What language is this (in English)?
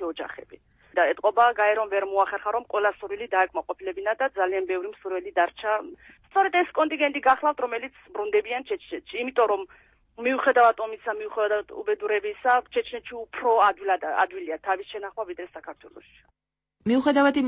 Georgian